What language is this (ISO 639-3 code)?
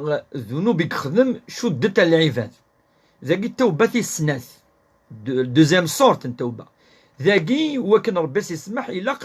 kab